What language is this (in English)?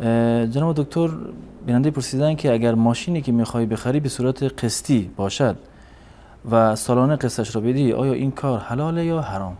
Persian